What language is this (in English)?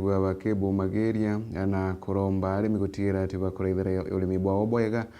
Meru